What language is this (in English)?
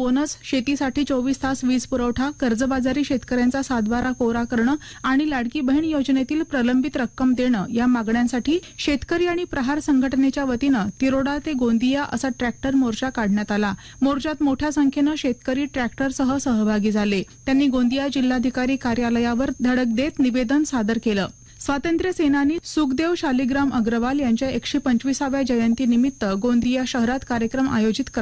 Marathi